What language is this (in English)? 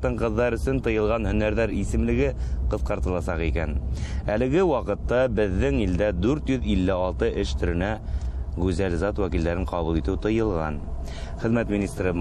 Bashkir